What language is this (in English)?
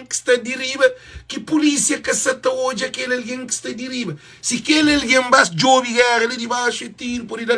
Kabuverdianu